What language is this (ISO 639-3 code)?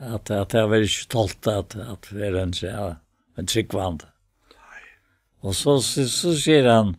fao